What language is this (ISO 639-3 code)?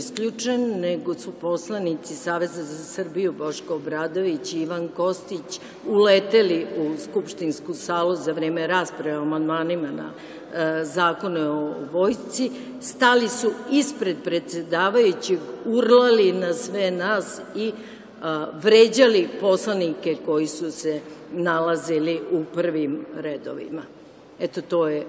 srp